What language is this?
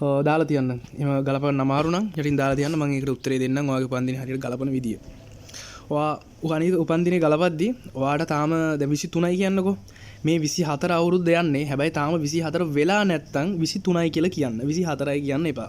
Sinhala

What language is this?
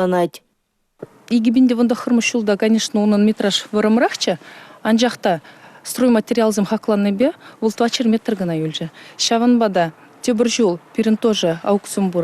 Chuvash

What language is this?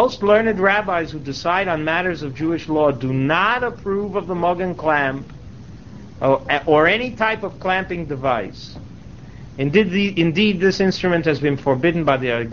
English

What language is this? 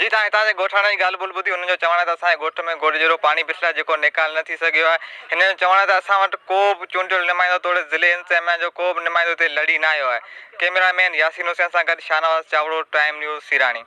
Sindhi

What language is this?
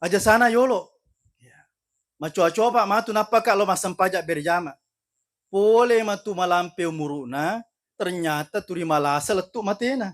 Buginese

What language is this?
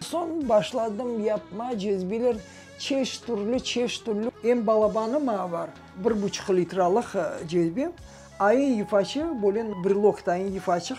Crimean Tatar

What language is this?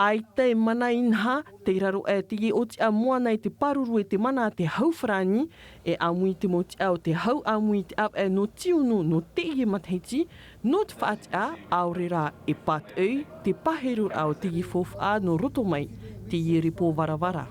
Tahitian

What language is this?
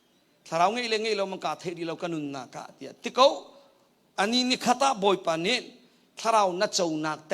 Hakha Chin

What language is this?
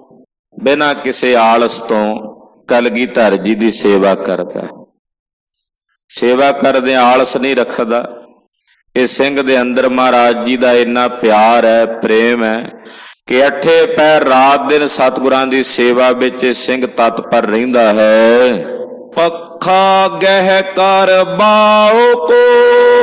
Punjabi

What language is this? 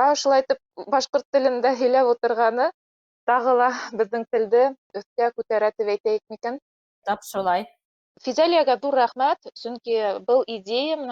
Bashkir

